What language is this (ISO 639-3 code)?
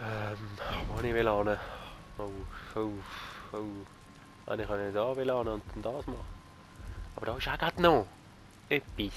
gsw